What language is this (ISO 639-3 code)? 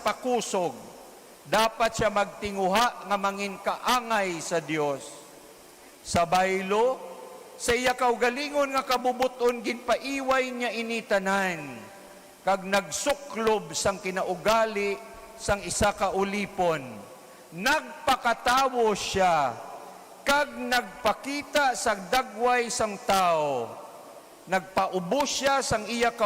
hil